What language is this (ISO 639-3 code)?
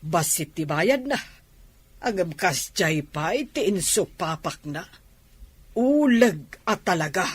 ilo